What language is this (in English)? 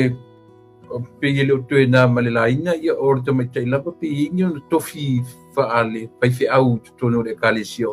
Samoan